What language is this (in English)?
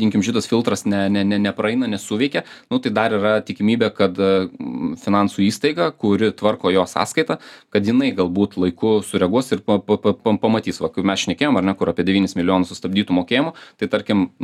Lithuanian